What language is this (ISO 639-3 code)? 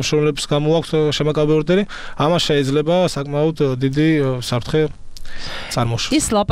kat